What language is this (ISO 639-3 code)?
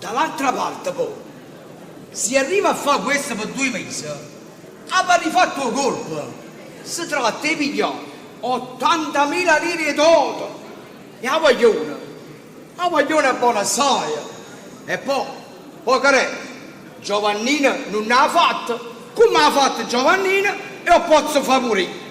nap